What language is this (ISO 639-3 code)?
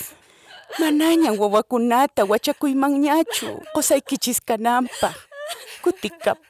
que